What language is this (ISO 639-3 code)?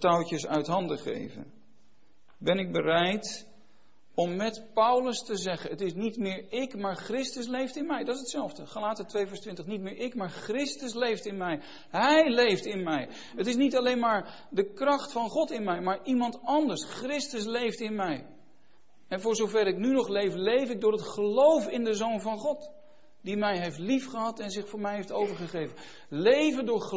nld